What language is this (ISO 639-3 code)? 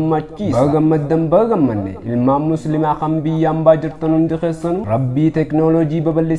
orm